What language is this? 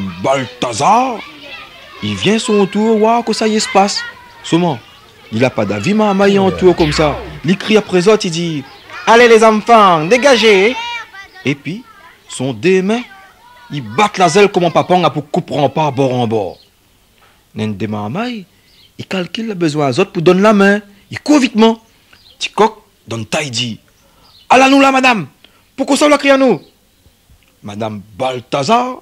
Réunion Creole French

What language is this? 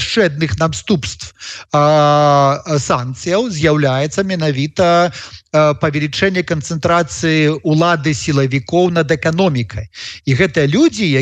Belarusian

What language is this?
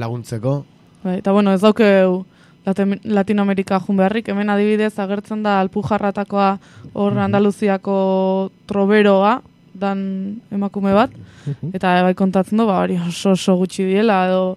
Basque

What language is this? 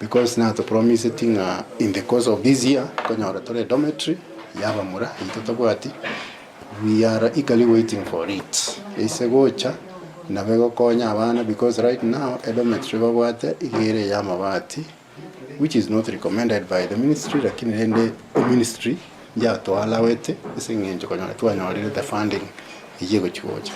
Gusii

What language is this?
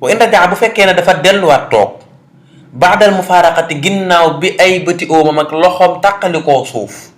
Wolof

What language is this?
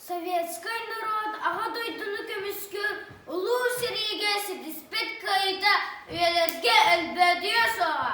Yakut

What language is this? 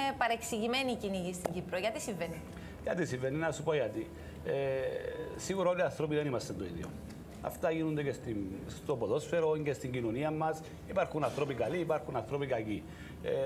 Greek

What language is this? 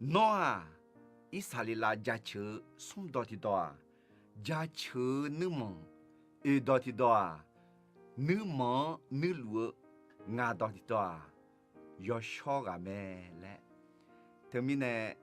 Akha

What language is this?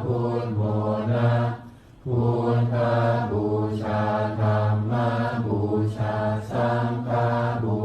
Pali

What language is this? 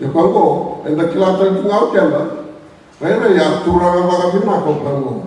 Fijian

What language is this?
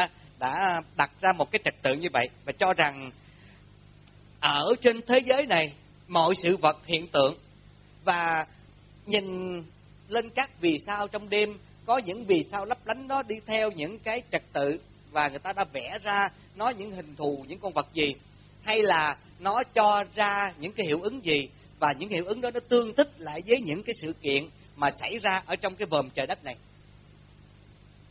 Vietnamese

